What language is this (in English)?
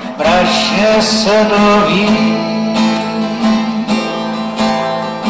Czech